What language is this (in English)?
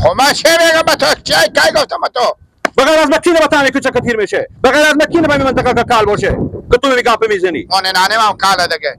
Persian